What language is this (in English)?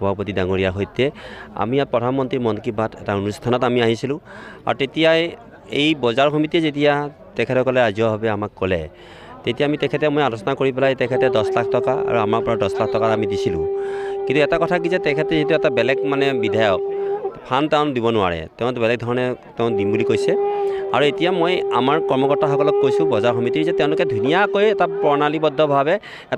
Assamese